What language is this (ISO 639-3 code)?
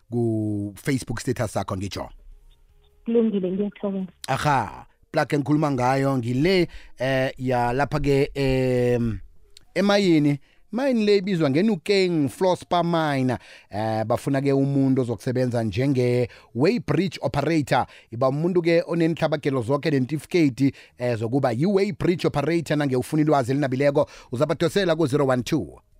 nbl